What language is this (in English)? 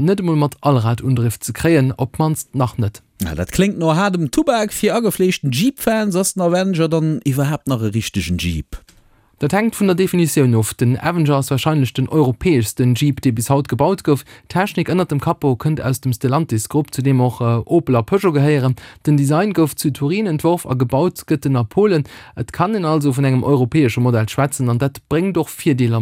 Luxembourgish